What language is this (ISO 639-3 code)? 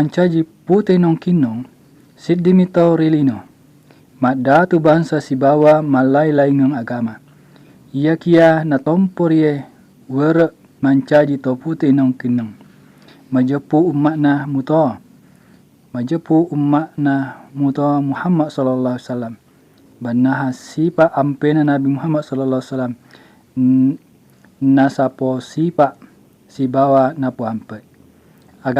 bug